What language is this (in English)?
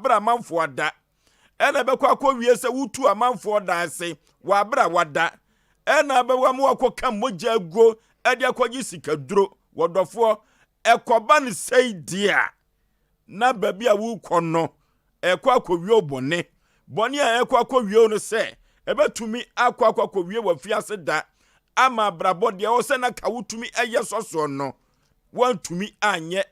Akan